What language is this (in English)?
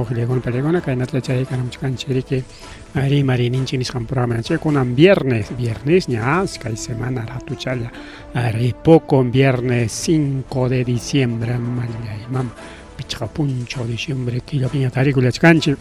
Ayacucho Quechua